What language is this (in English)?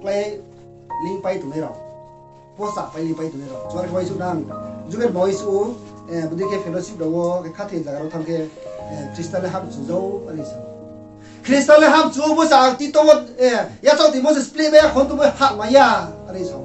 Riang (India)